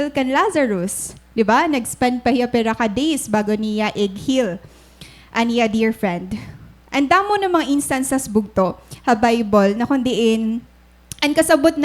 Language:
Waray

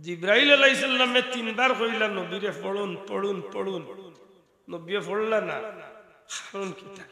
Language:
Sylheti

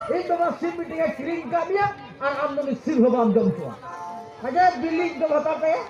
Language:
Santali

